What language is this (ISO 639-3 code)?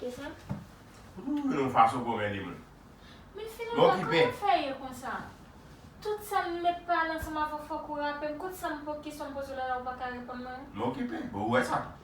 hat